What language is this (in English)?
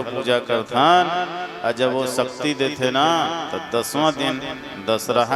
Chhattisgarhi